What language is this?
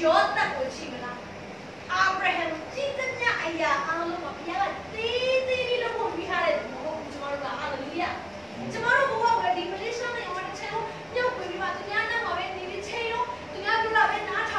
Burmese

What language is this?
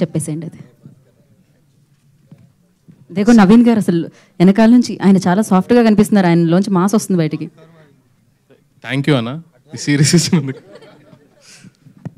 Telugu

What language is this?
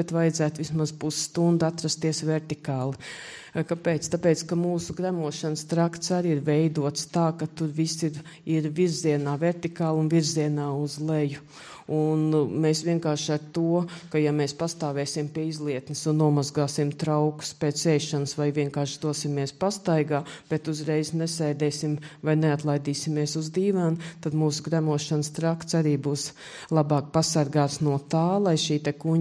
Latvian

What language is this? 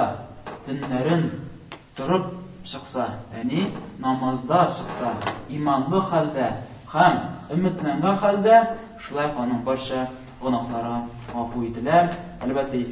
Tatar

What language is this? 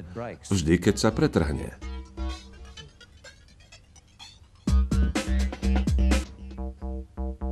Slovak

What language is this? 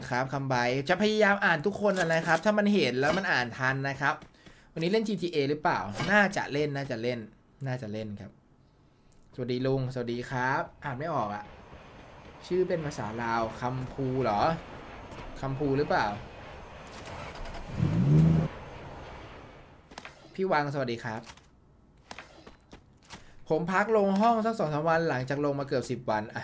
Thai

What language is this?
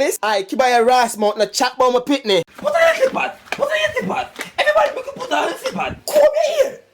Jamaican Creole English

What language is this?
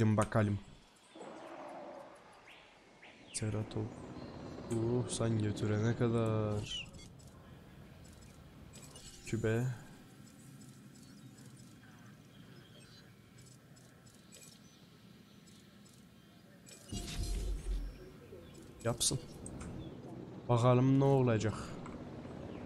Turkish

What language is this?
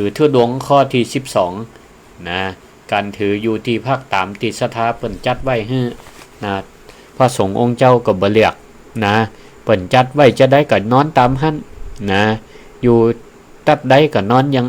Northern Thai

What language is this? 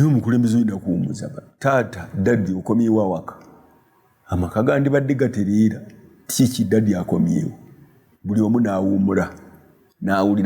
Ganda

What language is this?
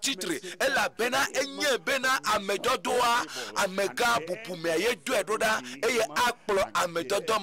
Ewe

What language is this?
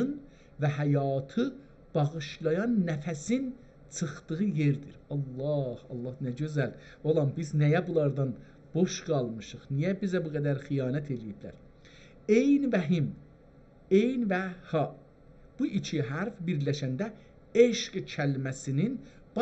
South Azerbaijani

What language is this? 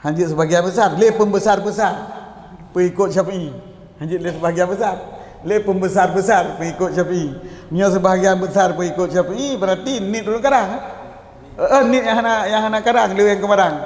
Achinese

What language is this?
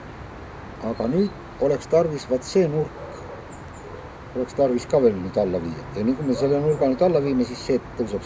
Estonian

